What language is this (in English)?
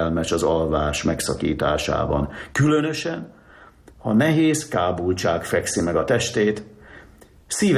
Hungarian